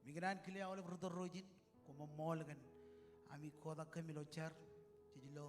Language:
Marshallese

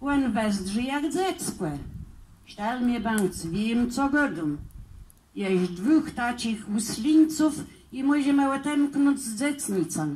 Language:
Kashubian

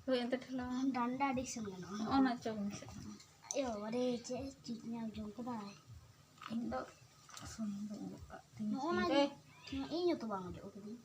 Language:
Santali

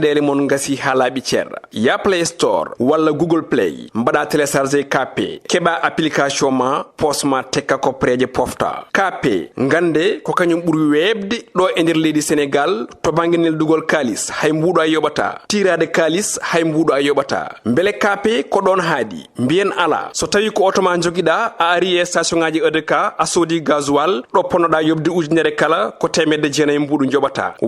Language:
Fula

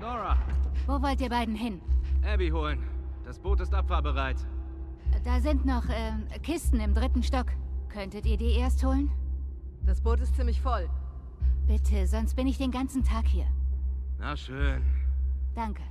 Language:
Bavarian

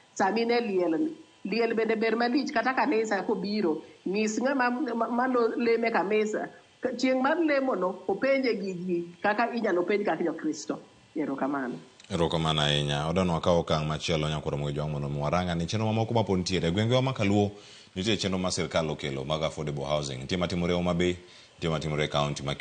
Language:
Luo (Kenya and Tanzania)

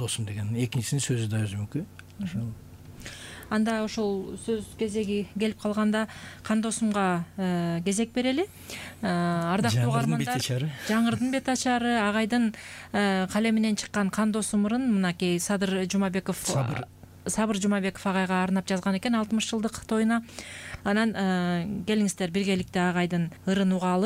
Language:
Kyrgyz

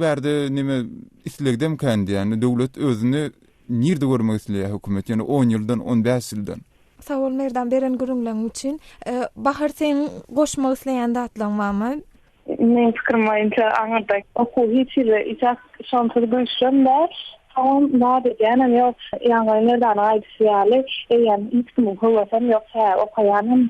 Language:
Turkmen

